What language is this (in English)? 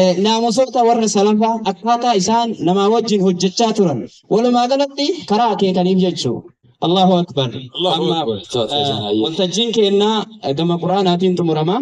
Oromo